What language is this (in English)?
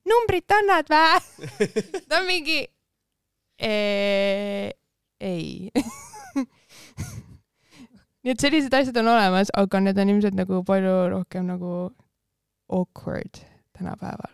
Estonian